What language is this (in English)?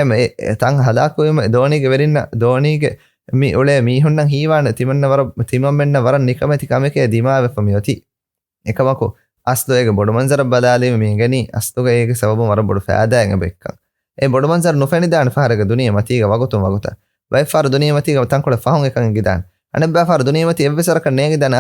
Divehi